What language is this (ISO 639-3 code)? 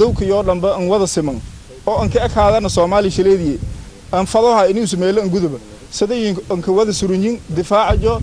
som